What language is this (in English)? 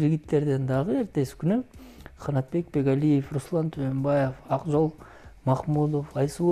Kyrgyz